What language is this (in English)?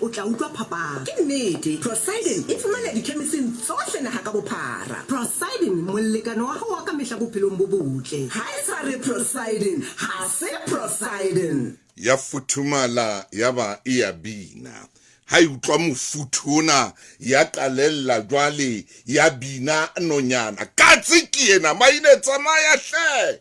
Southern Sotho